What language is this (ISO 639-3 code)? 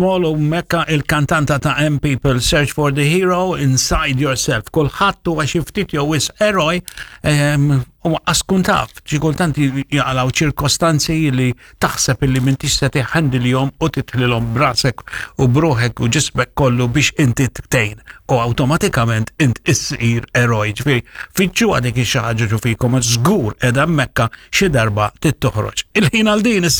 mlt